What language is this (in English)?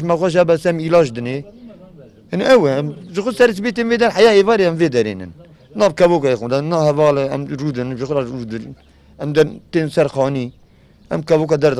Kurdish